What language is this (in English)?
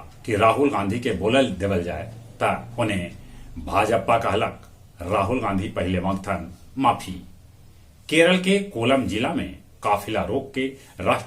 Magahi